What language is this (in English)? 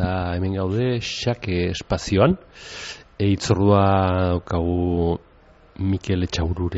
Basque